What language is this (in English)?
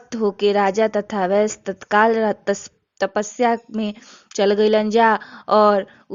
Bhojpuri